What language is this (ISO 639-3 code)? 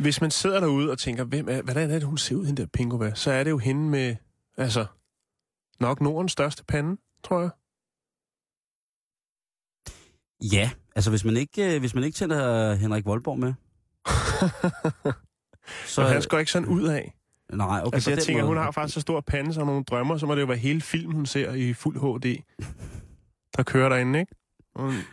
dan